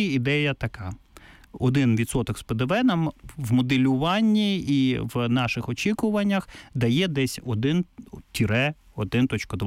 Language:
Ukrainian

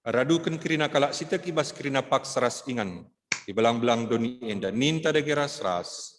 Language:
Batak Karo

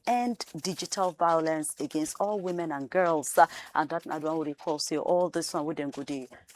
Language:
Nigerian Pidgin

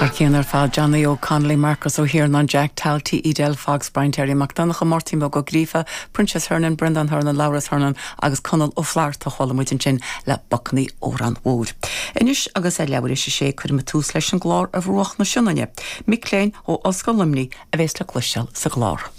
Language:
Irish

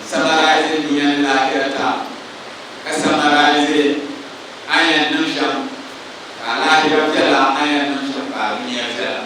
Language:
Dagbani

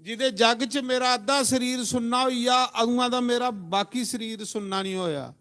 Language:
Dogri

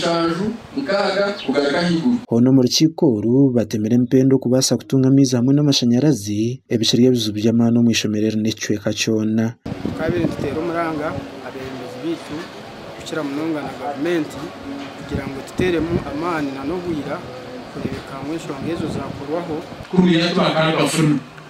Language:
Nyankole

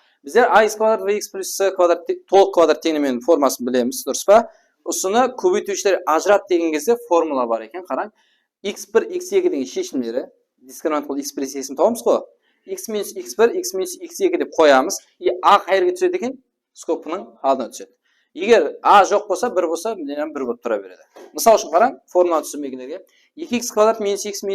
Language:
Kara-Kalpak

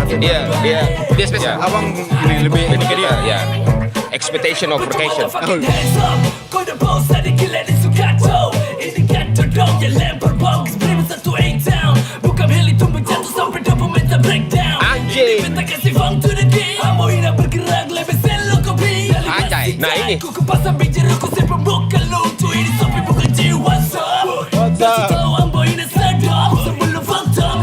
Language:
Ambonese Malay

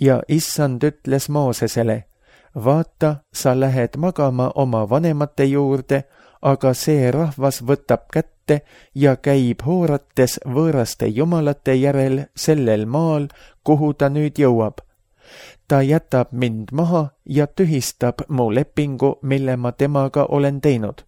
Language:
Estonian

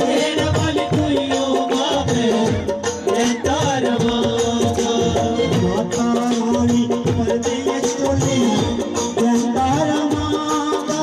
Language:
Dogri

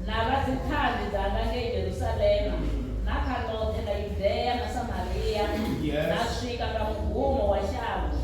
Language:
Venda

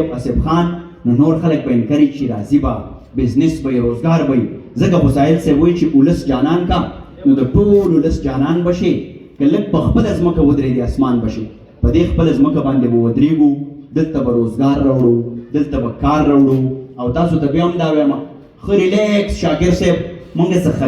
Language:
Pashto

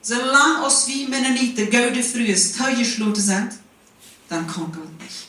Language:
Plautdietsch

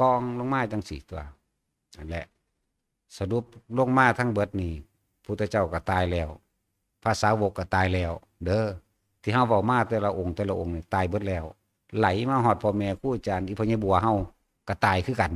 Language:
Northeastern Thai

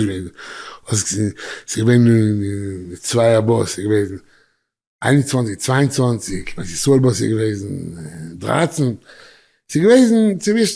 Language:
Yiddish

